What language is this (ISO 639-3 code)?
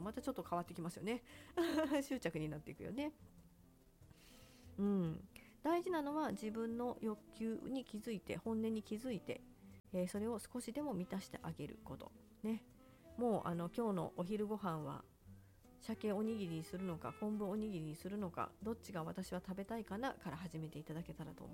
jpn